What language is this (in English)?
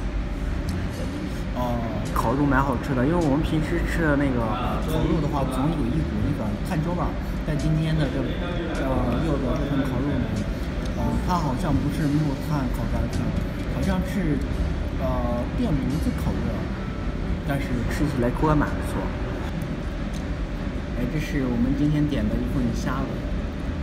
Chinese